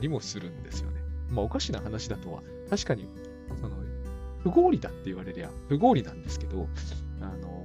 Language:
Japanese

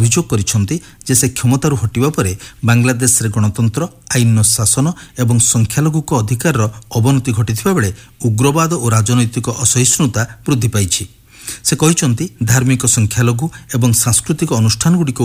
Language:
Odia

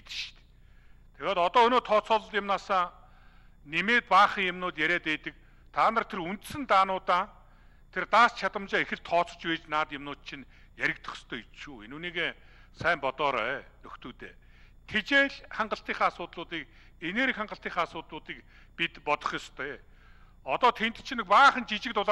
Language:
Mongolian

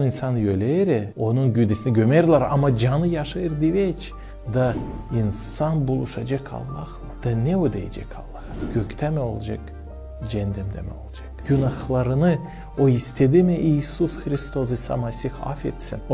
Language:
Gagauz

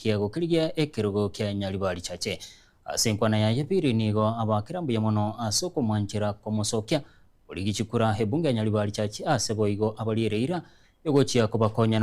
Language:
Gusii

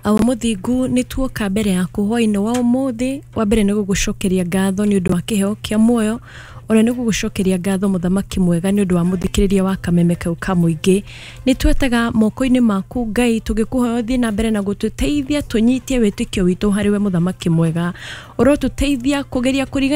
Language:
Kikuyu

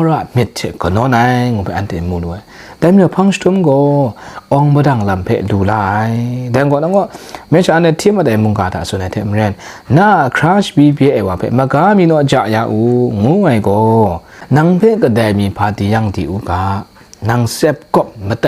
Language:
Kachin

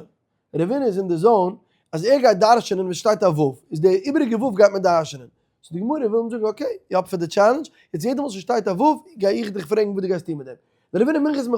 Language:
Yiddish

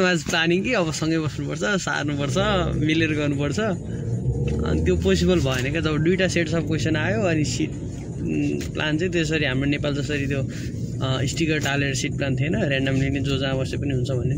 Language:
Nepali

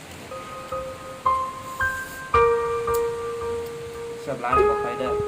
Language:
Lao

